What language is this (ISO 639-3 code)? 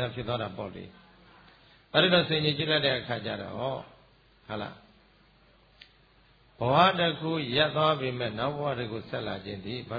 mya